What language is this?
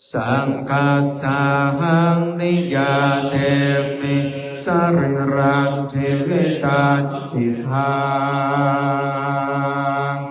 Pali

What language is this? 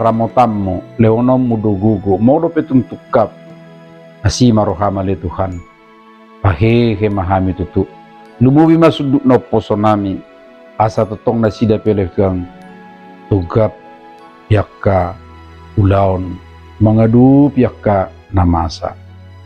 Batak Toba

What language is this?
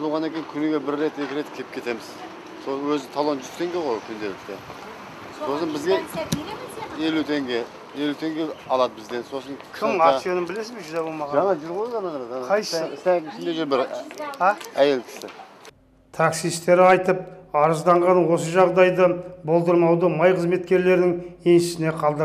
Kazakh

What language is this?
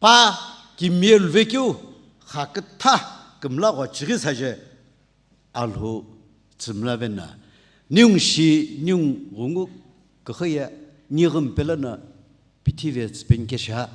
Sumi Naga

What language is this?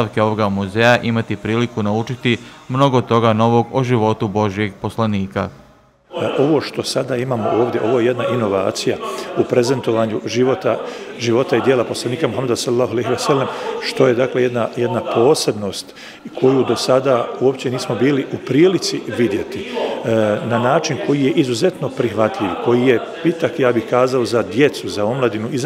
Bosnian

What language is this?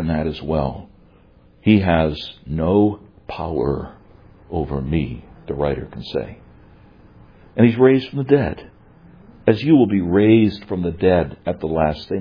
English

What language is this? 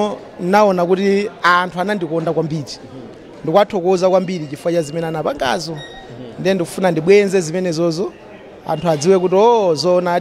Nyanja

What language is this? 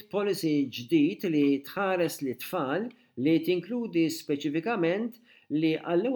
Maltese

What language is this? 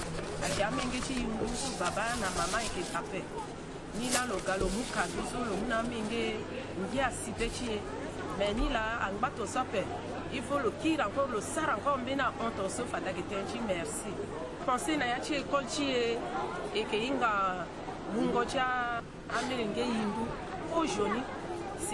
Sango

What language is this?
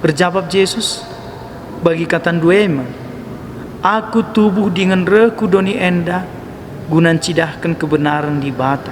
Batak Karo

